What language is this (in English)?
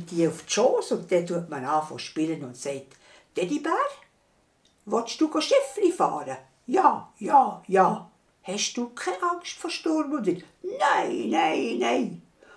Swiss German